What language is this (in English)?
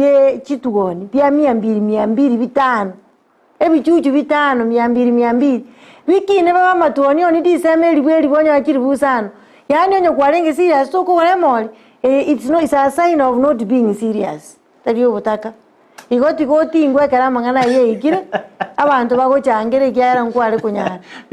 Gusii